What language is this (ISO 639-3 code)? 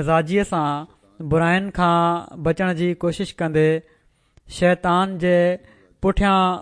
snd